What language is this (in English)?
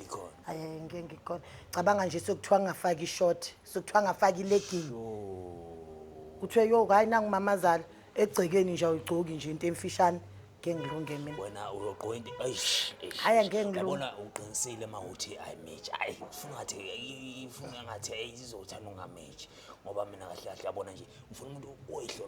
Zulu